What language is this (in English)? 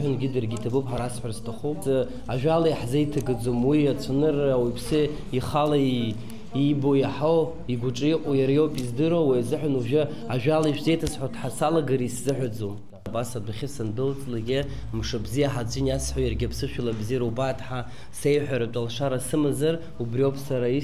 Abkhazian